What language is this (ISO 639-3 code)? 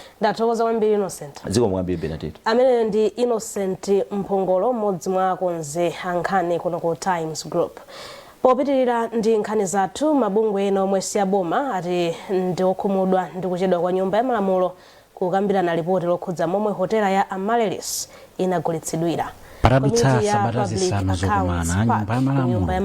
nya